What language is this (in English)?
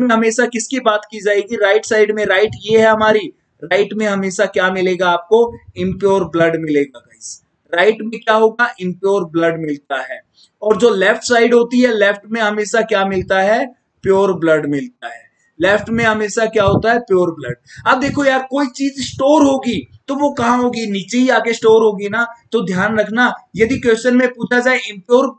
Hindi